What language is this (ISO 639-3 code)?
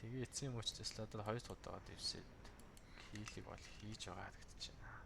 mon